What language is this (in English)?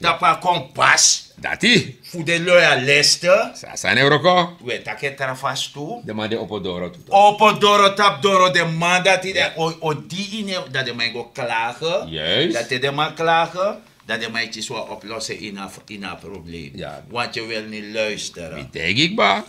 Sranan Tongo